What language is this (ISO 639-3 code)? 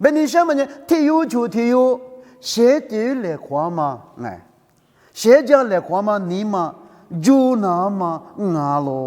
lis